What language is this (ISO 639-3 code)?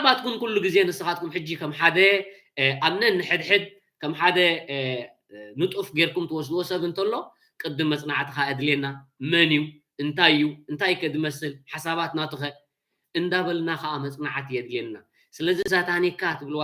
tir